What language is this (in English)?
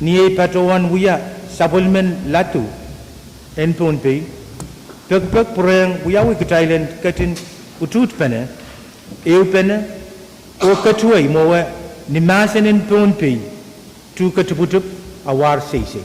Pohnpeian